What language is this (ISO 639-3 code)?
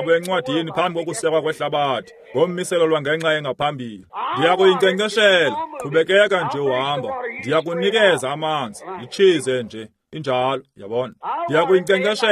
xho